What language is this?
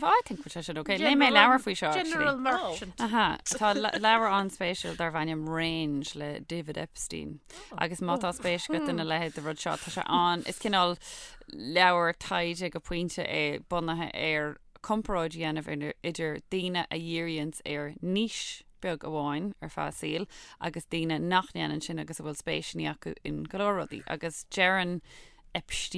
Irish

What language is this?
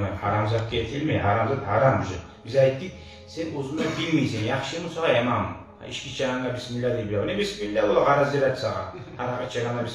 Kumyk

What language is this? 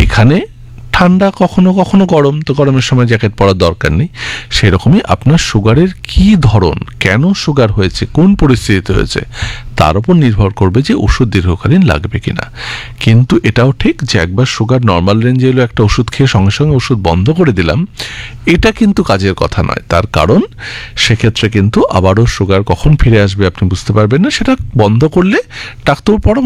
Bangla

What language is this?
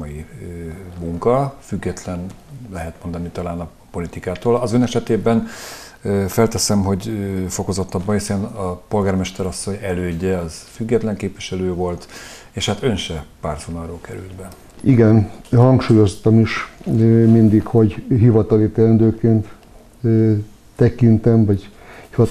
Hungarian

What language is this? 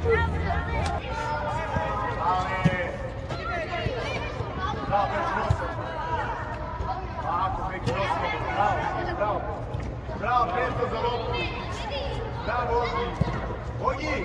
Serbian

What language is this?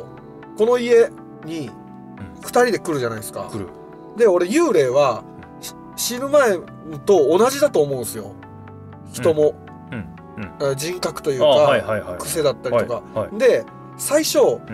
Japanese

